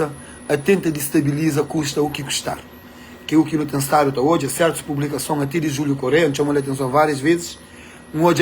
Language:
Kabuverdianu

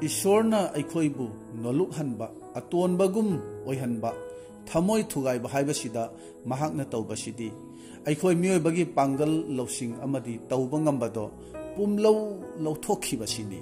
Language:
Manipuri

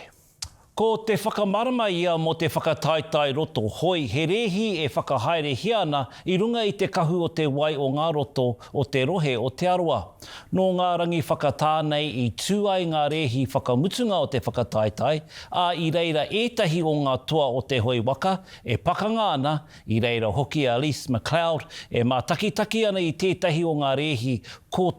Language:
Māori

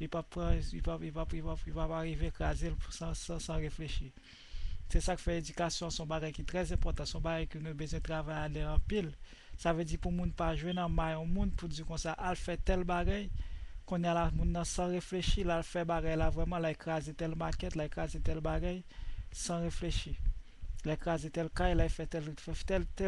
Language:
Haitian Creole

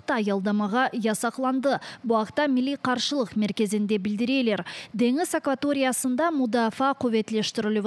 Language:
Crimean Tatar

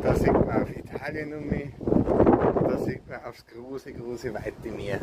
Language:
Bavarian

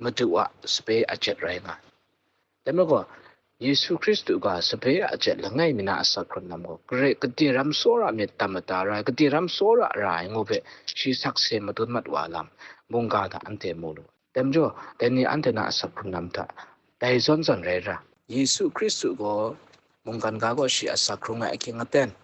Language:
Kachin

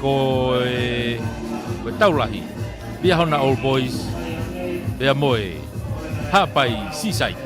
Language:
Tongan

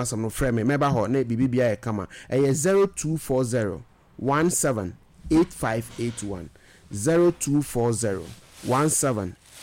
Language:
Akan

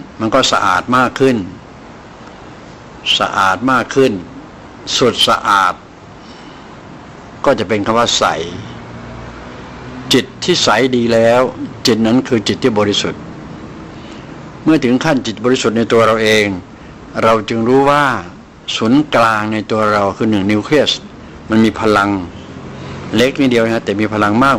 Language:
Thai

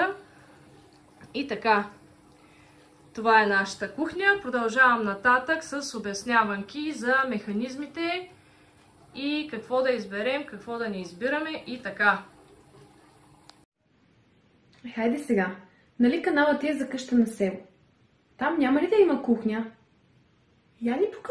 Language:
Bulgarian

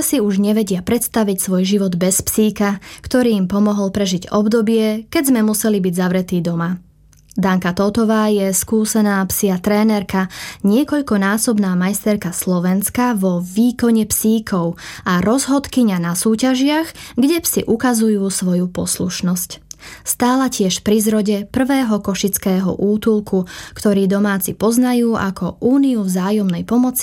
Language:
Slovak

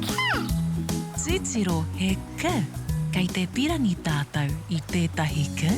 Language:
Māori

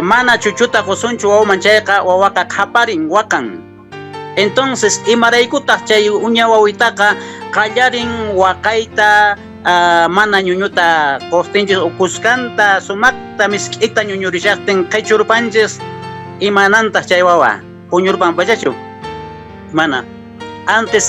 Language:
Quechua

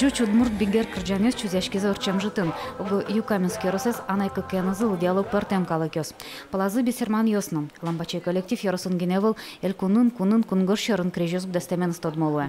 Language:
Udmurt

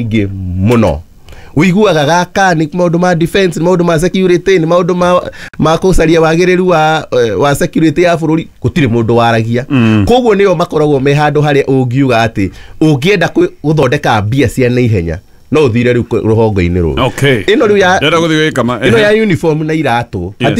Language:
Kikuyu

